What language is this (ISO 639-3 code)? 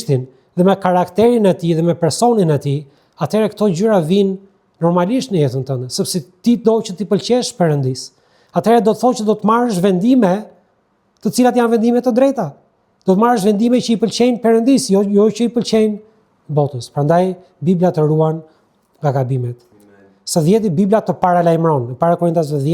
sqi